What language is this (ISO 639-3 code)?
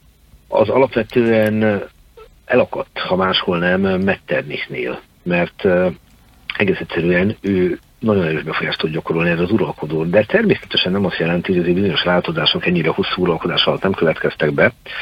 hun